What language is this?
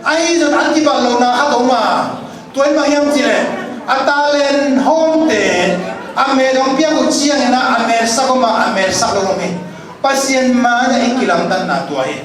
Tedim Chin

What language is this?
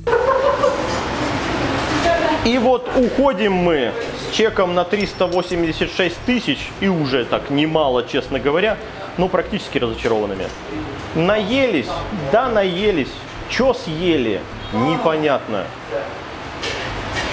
Russian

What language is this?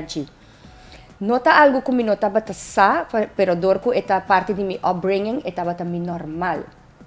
Papiamento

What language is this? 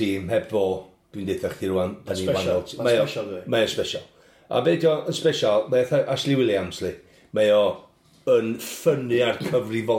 Welsh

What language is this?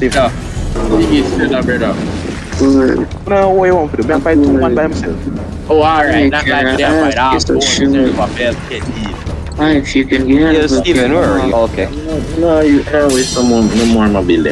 Jamaican Creole English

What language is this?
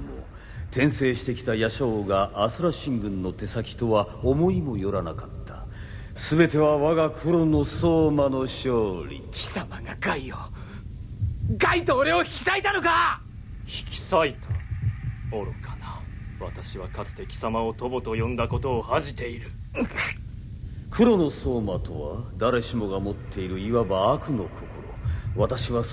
Japanese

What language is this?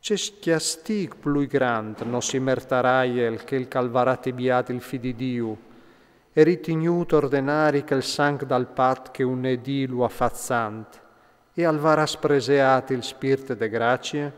Friulian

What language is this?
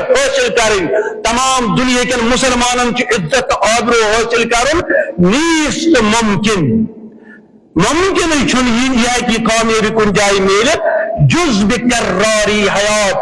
Kashmiri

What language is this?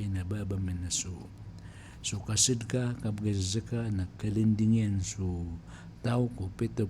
Maranao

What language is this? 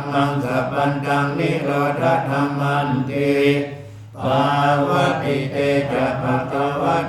Pali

